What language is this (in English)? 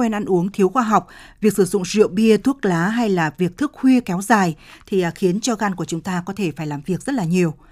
Vietnamese